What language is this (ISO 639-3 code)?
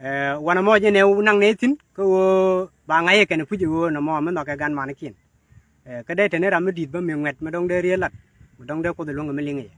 nus